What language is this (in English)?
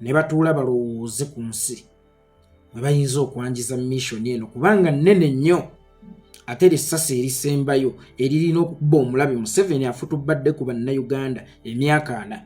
Ganda